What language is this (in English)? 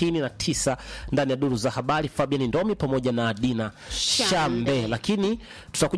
Swahili